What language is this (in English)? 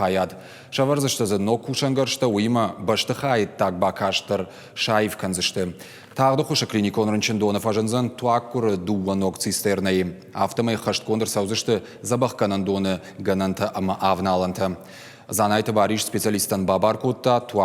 Ossetic